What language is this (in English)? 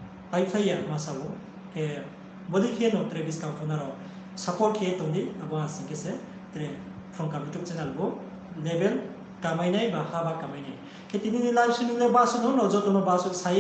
Riang (India)